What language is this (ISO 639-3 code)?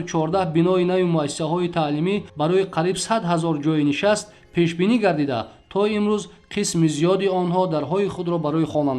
tgk